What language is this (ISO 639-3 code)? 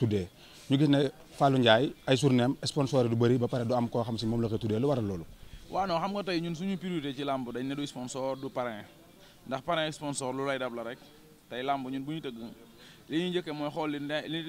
wol